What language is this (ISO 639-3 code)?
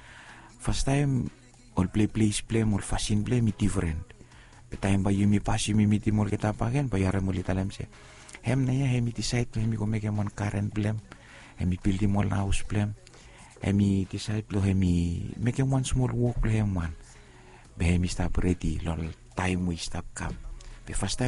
bis